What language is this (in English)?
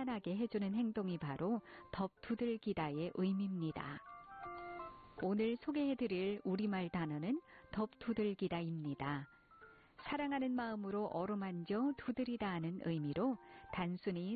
Korean